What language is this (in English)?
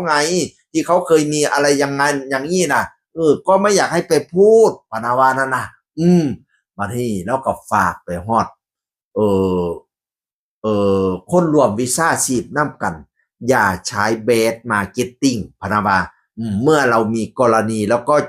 Northeastern Thai